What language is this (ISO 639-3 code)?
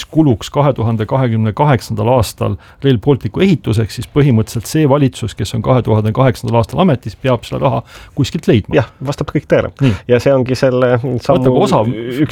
est